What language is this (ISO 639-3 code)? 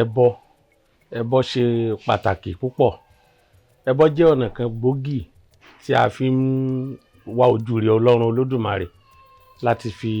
yor